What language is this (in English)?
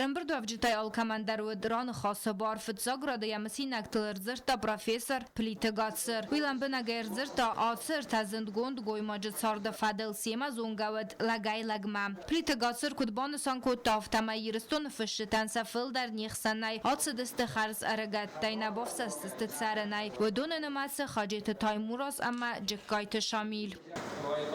Ossetic